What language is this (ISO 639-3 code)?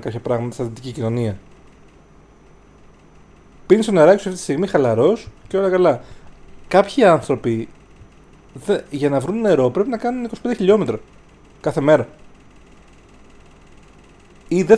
ell